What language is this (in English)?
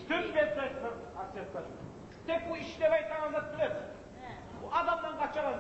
Kumyk